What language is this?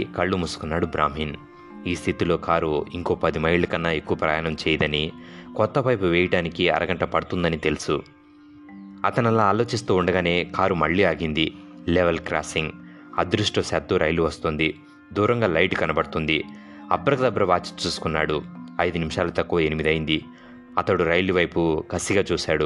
Telugu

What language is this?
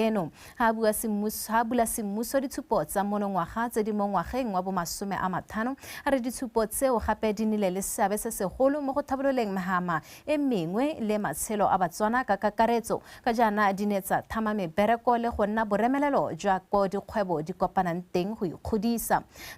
Tswana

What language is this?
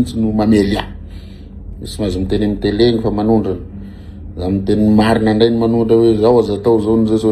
Malagasy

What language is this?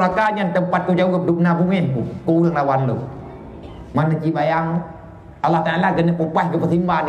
Achinese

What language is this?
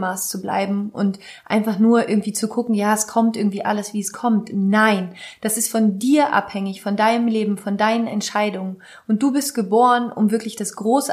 German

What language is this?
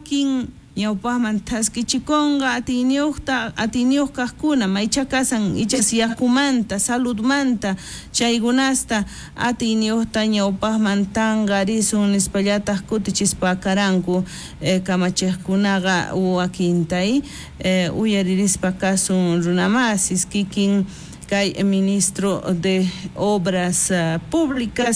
South Bolivian Quechua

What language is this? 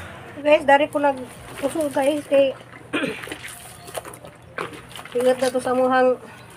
Cebuano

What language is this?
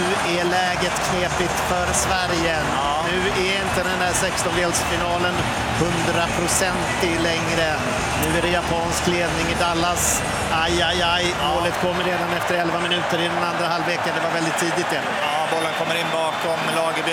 Swedish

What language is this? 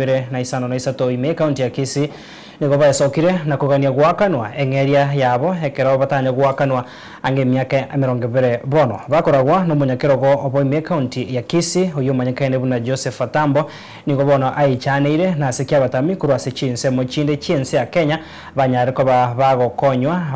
Gusii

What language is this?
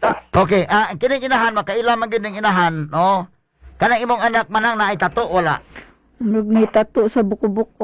Cebuano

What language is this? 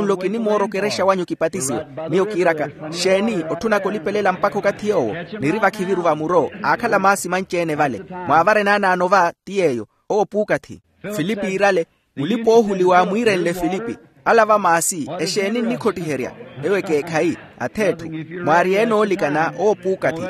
Makhuwa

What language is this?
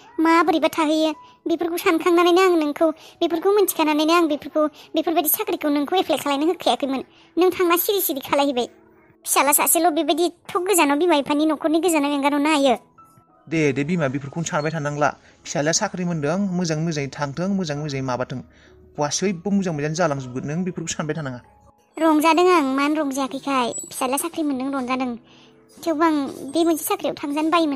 Bodo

